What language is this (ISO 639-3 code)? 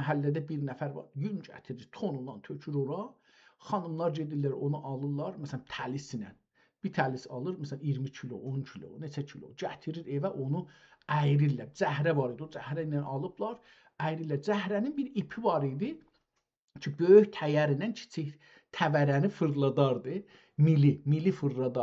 azb